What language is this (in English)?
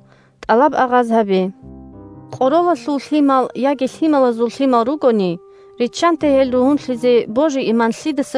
Avaric